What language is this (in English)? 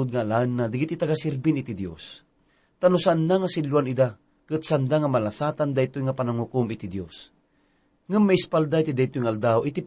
Iloko